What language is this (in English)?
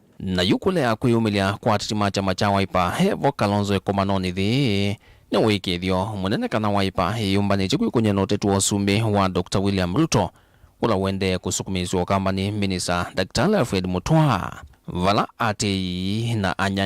Kamba